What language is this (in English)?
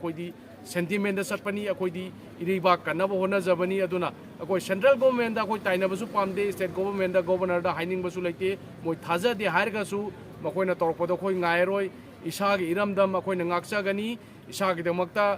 Manipuri